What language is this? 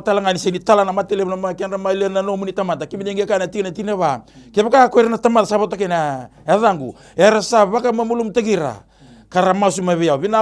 Fijian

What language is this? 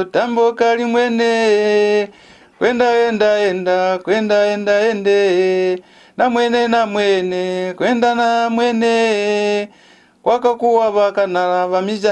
Lozi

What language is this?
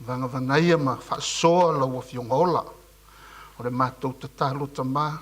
Samoan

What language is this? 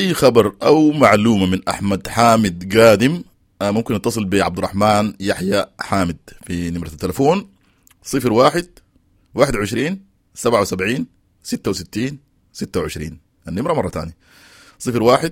Sudanese Arabic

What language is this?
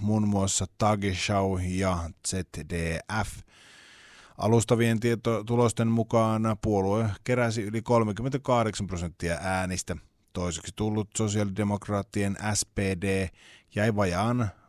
Finnish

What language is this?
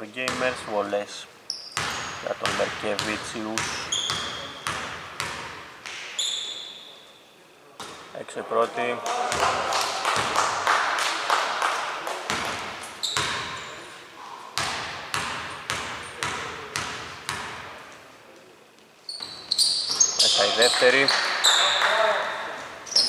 Greek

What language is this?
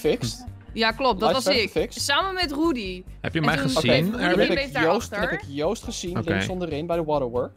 Dutch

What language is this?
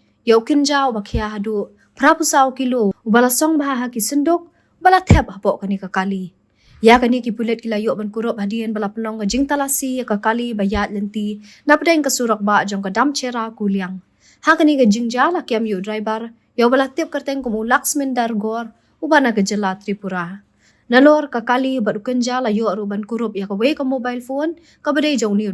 Khasi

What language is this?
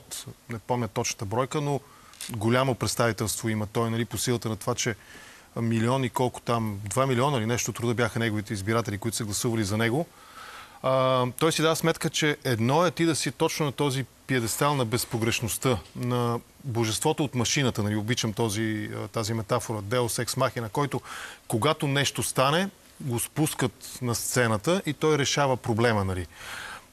Bulgarian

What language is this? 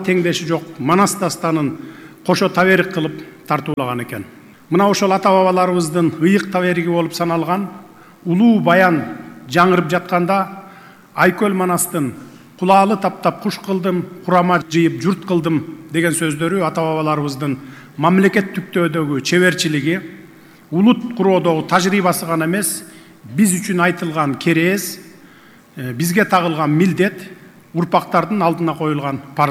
Kyrgyz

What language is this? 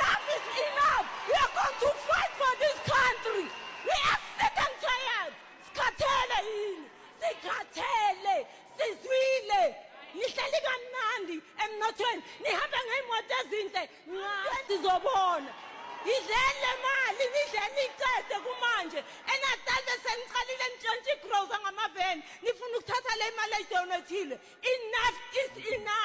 Zulu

